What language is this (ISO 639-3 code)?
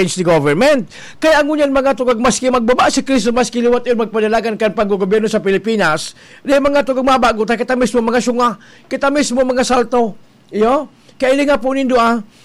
bik